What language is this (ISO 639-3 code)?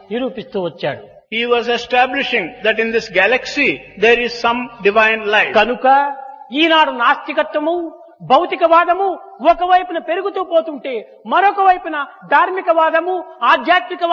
tel